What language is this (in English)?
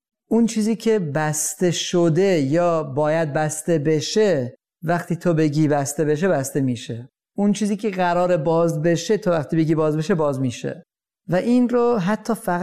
Persian